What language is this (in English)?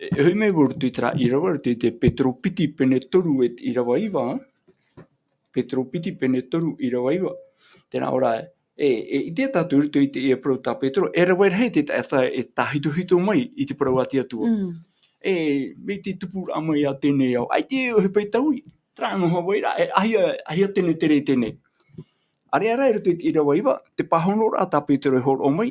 Tahitian